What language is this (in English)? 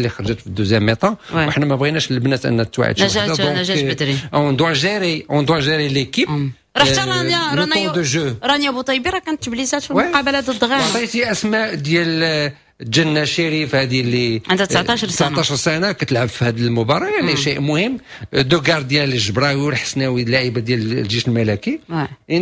Moroccan Arabic